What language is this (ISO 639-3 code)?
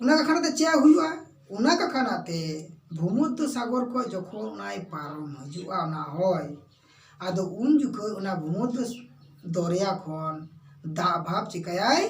sat